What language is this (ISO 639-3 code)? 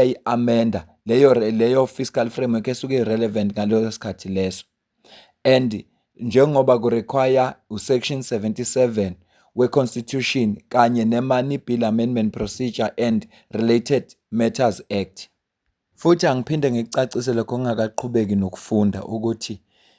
zul